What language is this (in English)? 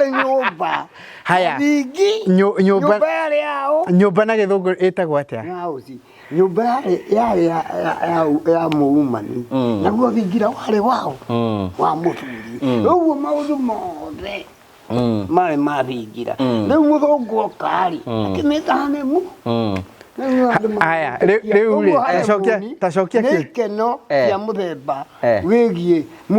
Kikuyu